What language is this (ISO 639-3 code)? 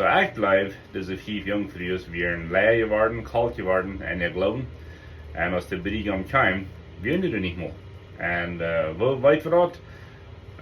pdt